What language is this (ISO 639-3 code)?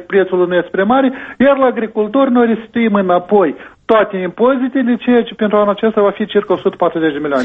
ron